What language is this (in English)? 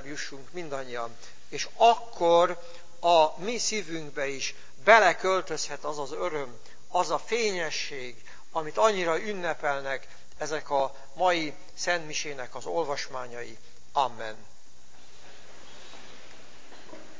Hungarian